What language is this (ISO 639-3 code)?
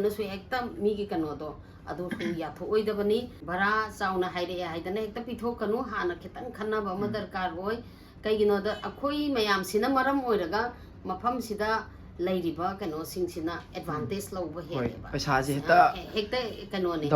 mni